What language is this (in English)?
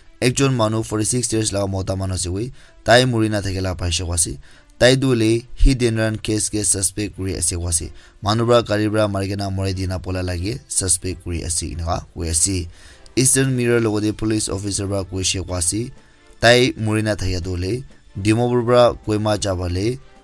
Naga Pidgin